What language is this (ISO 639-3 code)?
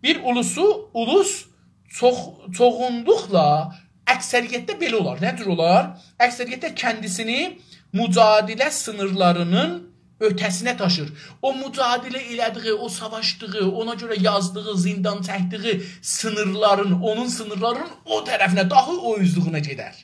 azb